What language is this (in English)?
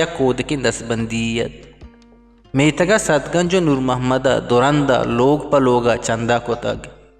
Eastern Balochi